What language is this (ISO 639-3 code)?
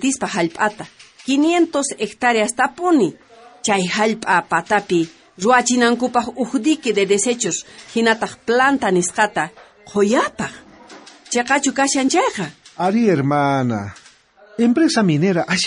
quh